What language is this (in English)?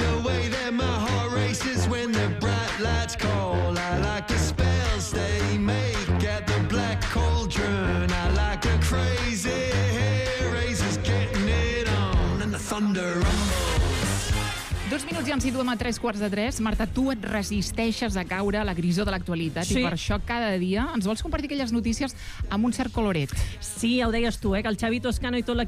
Catalan